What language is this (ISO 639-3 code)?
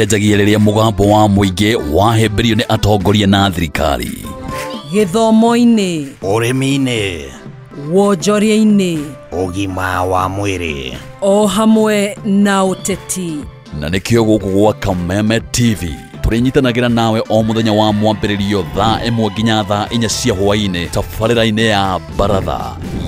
kik